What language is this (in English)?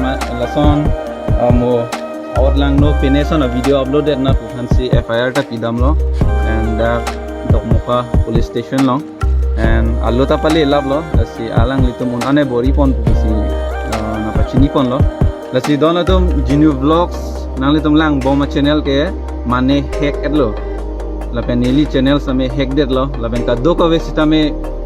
Karbi